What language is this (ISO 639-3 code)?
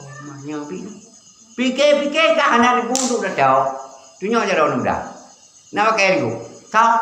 ace